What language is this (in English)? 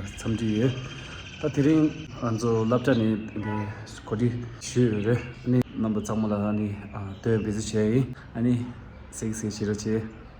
Tibetan